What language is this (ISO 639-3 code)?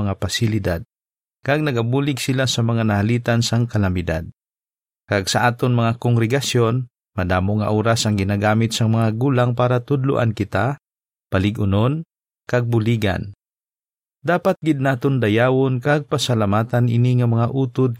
hil